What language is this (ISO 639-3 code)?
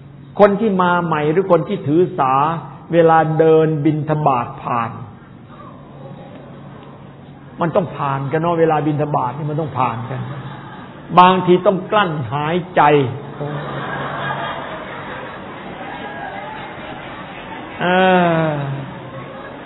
tha